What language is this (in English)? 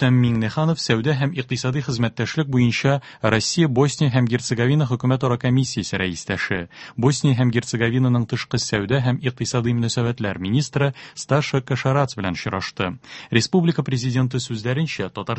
Tatar